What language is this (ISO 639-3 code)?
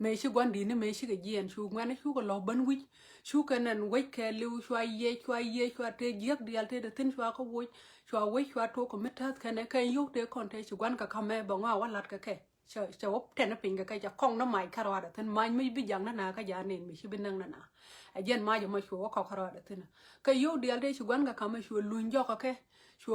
nus